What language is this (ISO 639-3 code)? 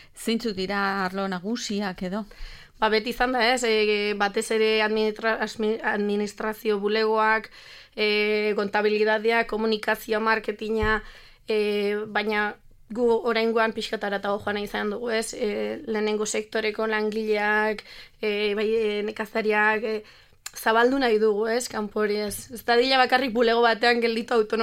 eus